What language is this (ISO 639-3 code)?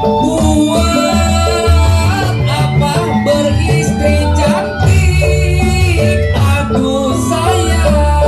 bew